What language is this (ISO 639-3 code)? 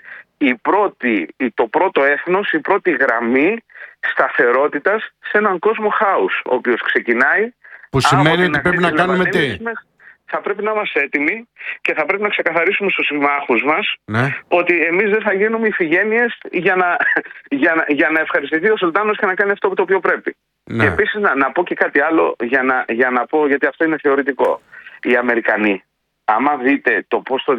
ell